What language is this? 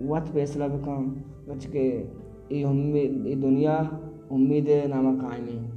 Baluchi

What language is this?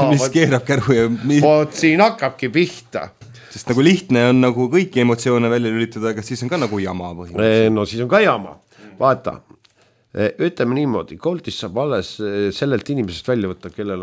Estonian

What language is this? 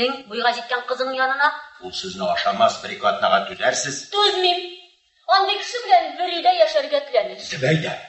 Tatar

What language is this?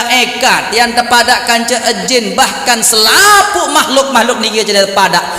Sasak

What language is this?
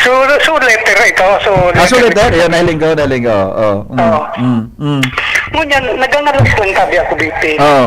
Bikol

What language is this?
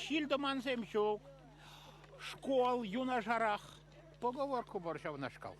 Chuvash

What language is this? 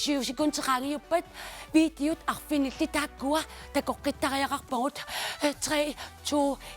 Kalaallisut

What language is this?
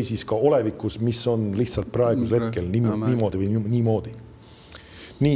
Estonian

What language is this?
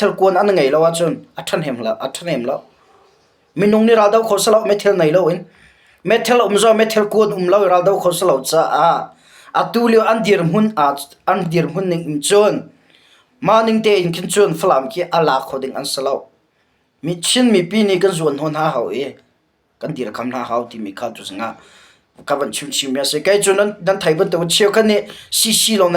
Hakha Chin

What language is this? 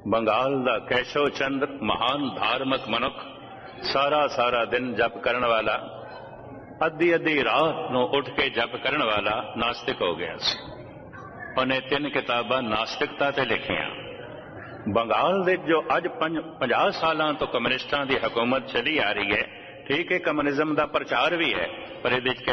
Punjabi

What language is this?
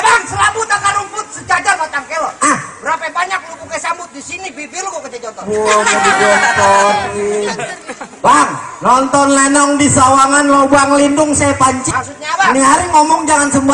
Betawi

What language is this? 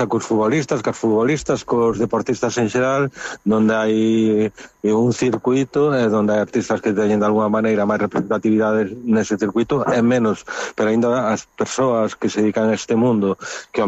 Galician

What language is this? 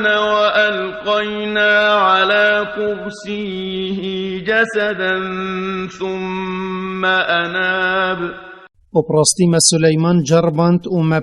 Kurdish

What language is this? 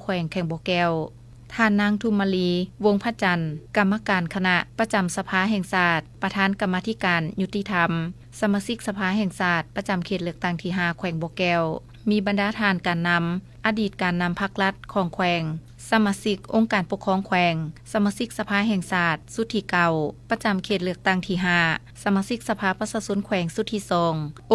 Lao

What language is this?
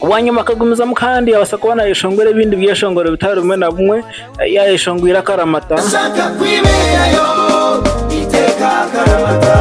Nyankole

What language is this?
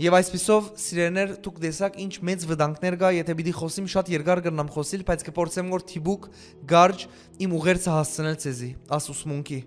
Western Armenian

